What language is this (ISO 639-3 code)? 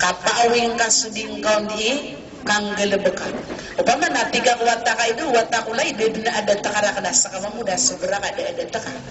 mrw